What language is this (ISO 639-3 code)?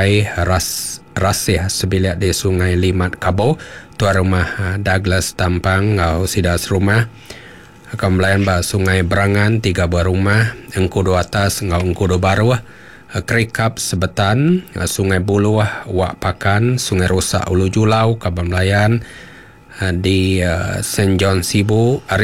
iba